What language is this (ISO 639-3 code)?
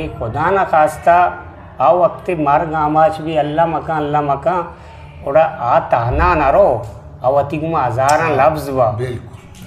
bgp